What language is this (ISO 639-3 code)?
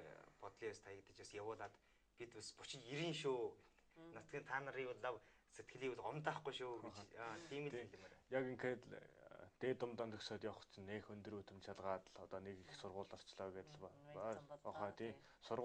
mon